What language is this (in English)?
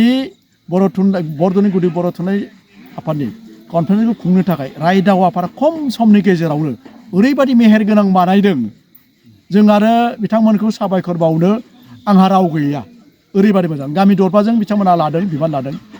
Bodo